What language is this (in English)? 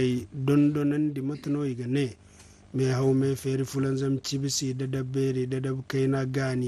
Zarma